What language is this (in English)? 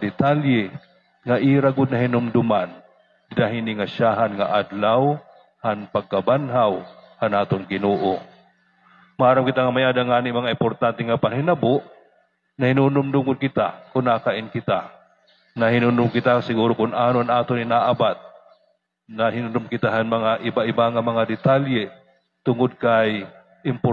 Waray